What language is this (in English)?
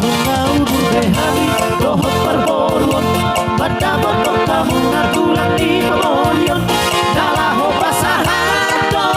Batak Toba